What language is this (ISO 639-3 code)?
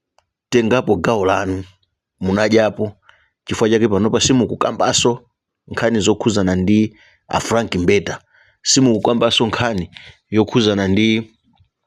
nya